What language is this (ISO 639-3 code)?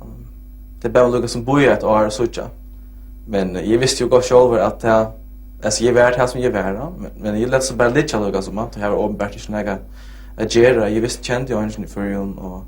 fao